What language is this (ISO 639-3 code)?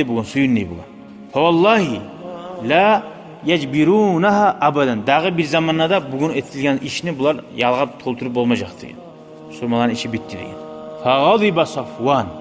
kum